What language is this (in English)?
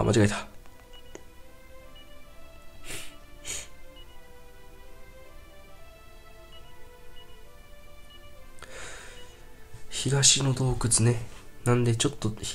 Japanese